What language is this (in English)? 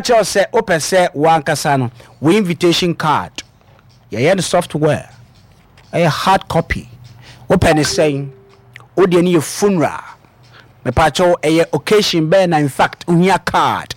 Akan